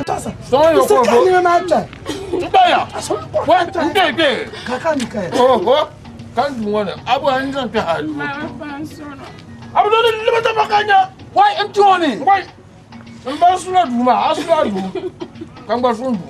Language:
Dagbani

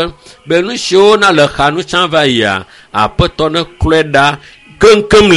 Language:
Ewe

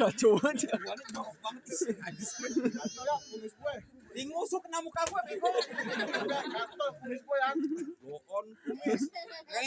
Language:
Betawi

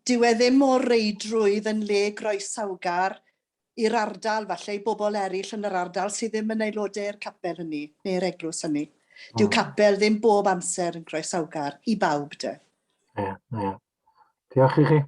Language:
Welsh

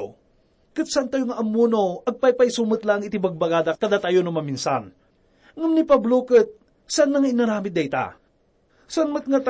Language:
Iloko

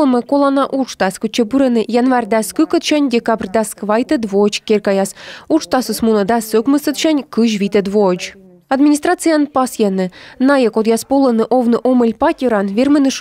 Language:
Komi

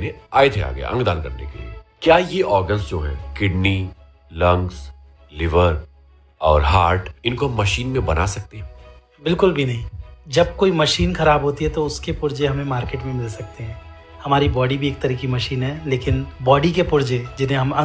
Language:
Hindi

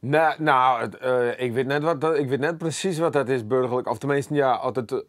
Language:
Western Frisian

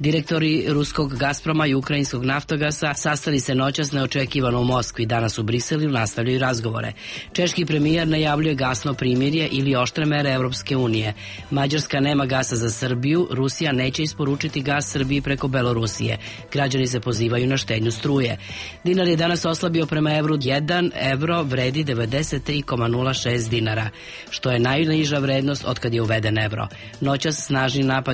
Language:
Serbian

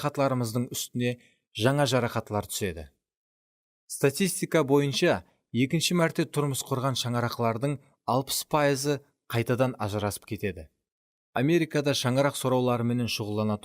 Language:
Kara-Kalpak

